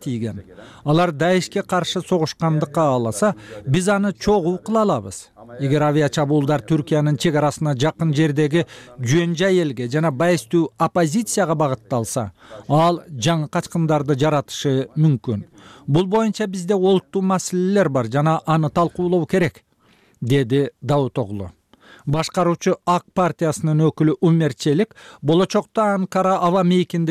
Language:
Kyrgyz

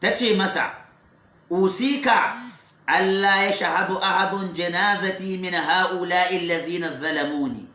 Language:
Hausa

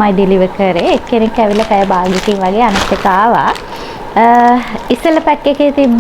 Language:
Sinhala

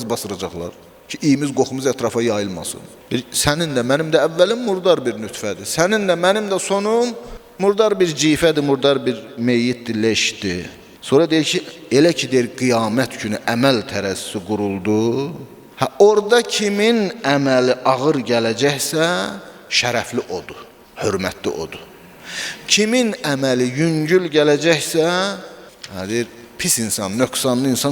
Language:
Azerbaijani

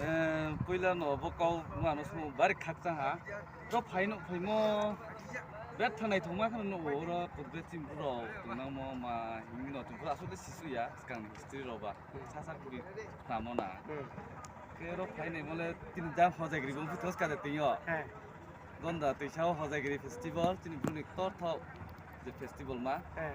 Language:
Riang (India)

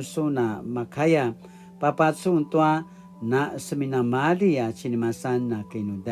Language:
Paiwan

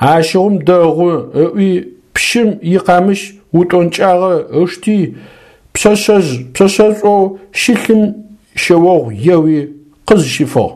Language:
Adyghe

